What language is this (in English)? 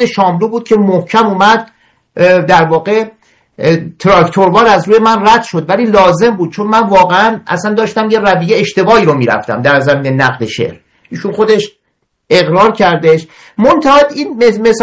Persian